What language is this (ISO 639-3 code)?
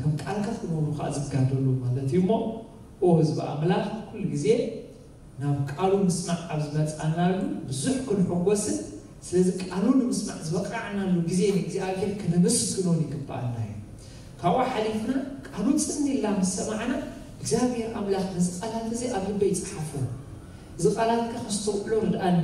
tir